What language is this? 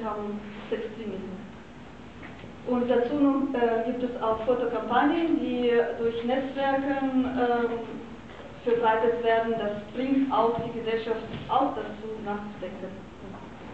German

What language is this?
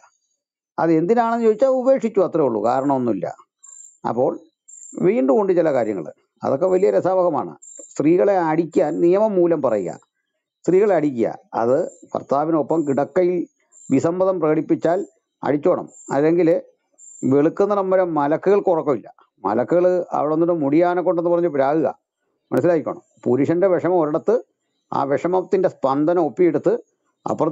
Malayalam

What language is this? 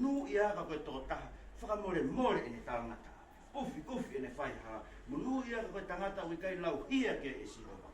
Tongan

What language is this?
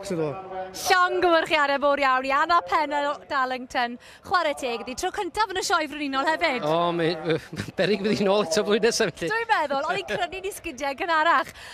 Welsh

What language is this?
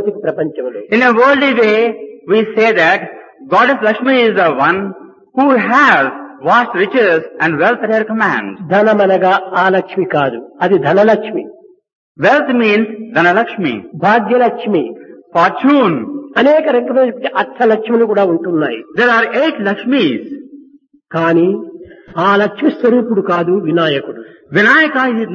Telugu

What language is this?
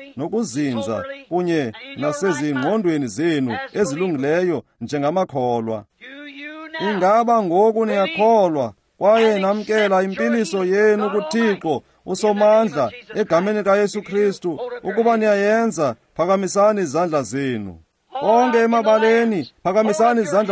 Xhosa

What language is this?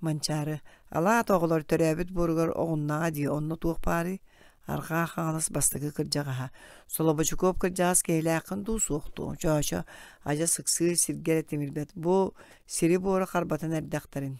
Yakut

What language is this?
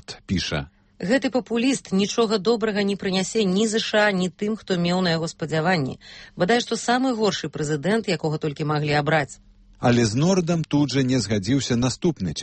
Belarusian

